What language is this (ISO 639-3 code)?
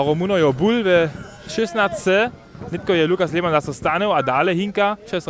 hsb